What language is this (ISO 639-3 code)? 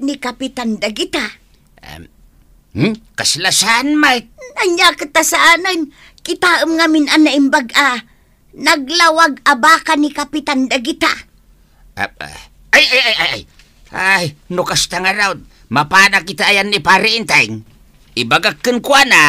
ilo